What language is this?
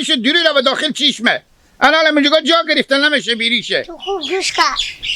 Hazaragi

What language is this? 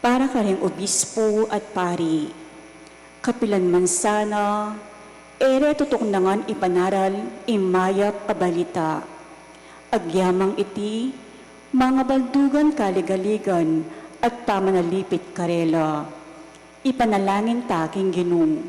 Pampanga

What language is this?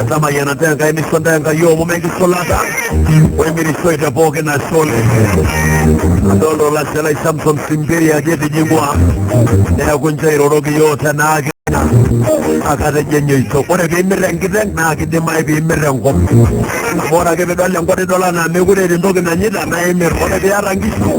Masai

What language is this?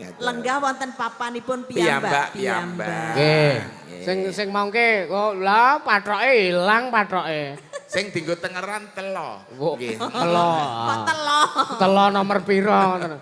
Javanese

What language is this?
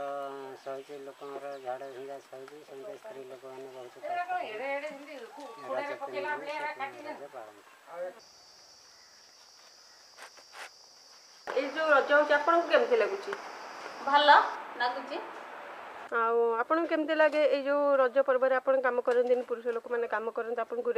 Odia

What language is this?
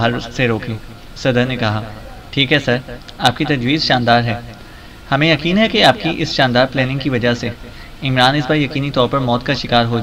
Urdu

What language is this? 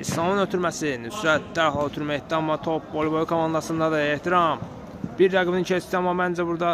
Azerbaijani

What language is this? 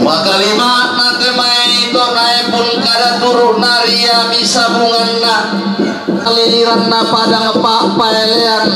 Toraja-Sa'dan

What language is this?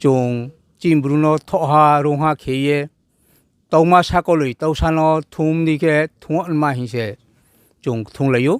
Riang (India)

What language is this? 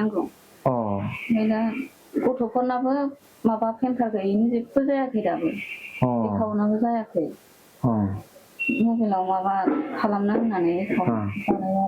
Bodo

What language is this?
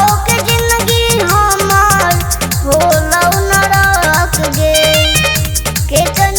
Magahi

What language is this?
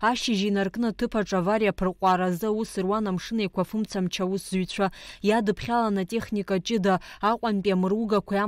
Abkhazian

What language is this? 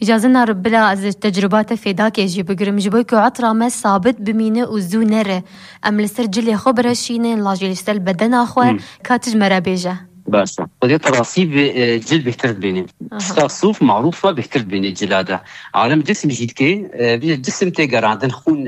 Kurdish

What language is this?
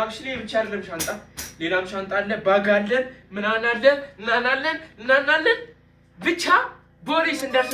Amharic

